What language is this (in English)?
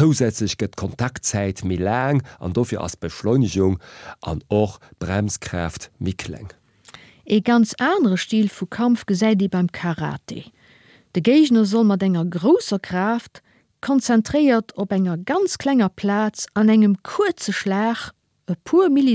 Luxembourgish